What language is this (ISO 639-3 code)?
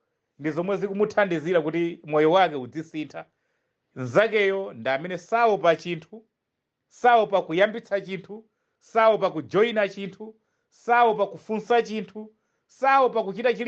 nya